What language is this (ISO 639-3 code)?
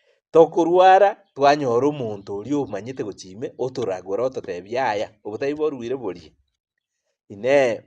guz